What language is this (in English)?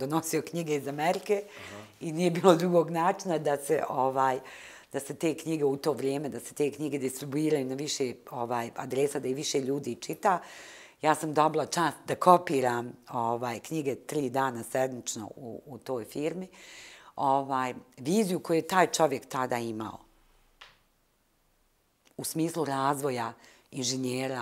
Bosnian